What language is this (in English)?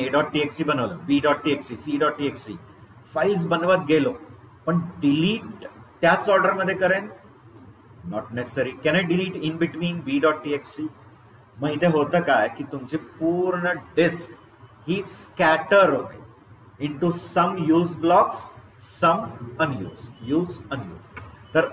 Marathi